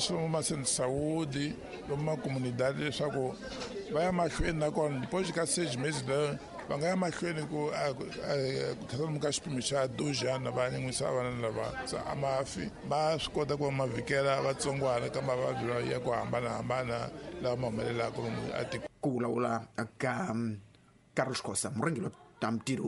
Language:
Tsonga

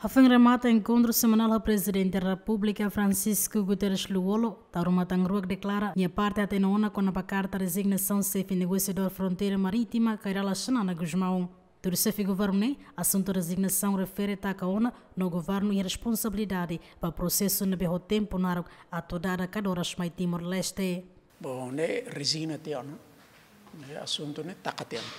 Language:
Tetum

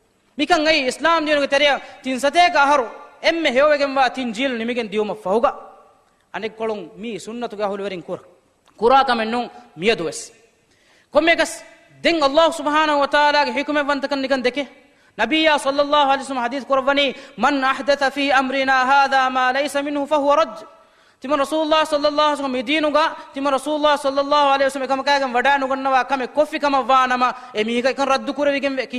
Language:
Divehi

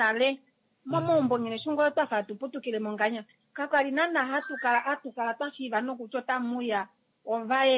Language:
Kuanyama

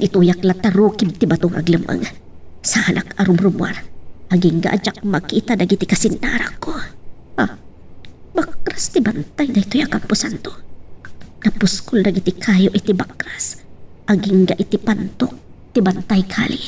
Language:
Iloko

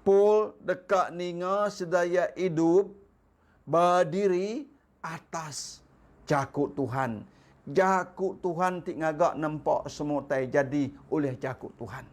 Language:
Iban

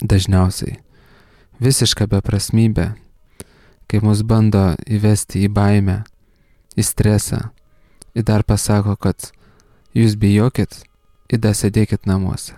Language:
Lithuanian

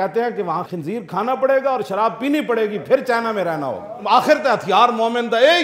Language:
Western Panjabi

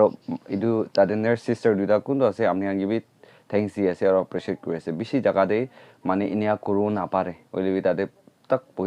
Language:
Naga Pidgin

